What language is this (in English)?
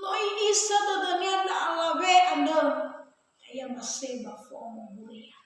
Nias